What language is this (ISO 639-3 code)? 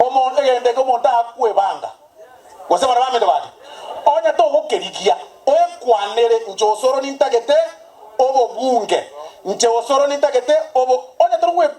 guz